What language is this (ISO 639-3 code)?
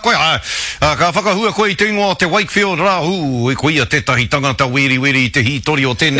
mri